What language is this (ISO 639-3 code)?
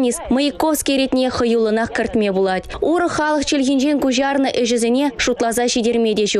chv